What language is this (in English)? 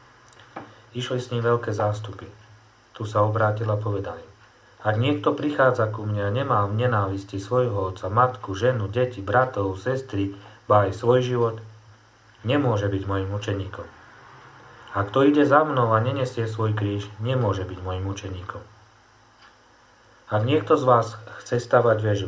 Slovak